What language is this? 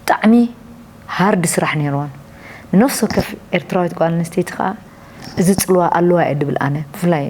Tigrinya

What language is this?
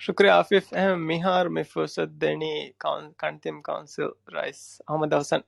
Divehi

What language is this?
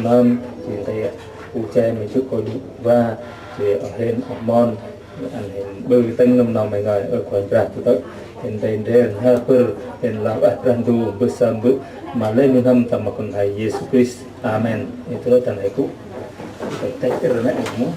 Central Mnong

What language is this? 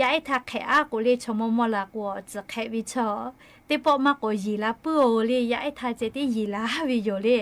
Lahu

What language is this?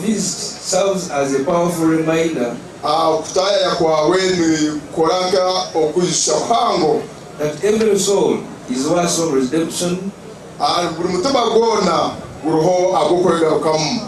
Nyankole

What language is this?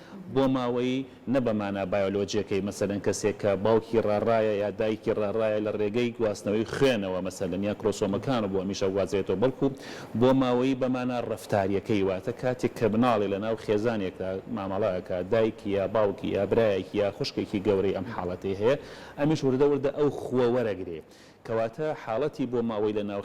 Central Kurdish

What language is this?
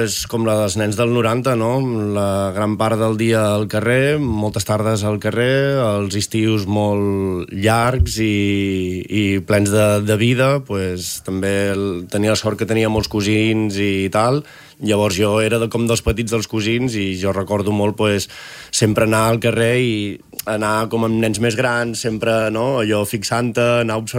Catalan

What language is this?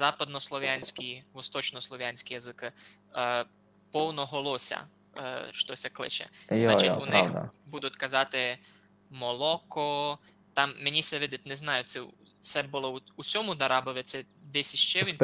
Rusyn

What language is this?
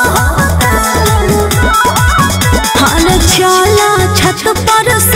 Bhojpuri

